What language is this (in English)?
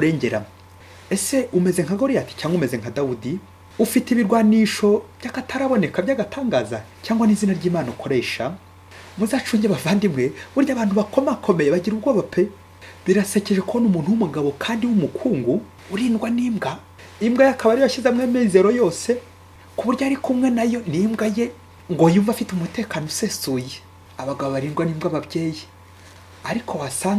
Kinyarwanda